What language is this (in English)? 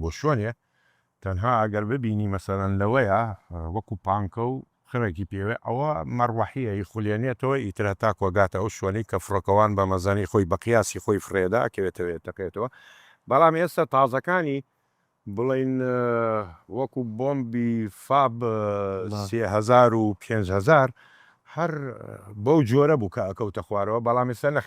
Central Kurdish